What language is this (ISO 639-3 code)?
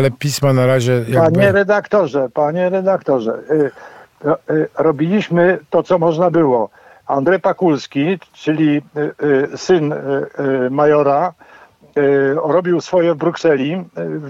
pol